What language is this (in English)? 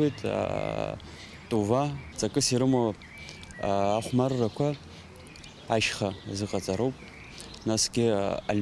Abkhazian